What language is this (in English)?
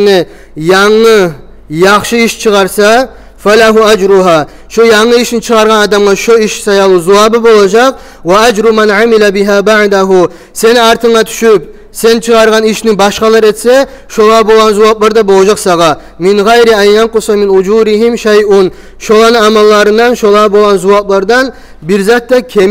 Kumyk